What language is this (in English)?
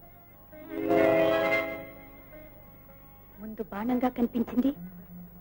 Telugu